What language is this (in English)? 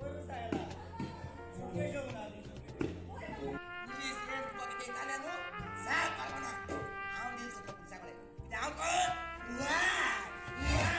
Konkani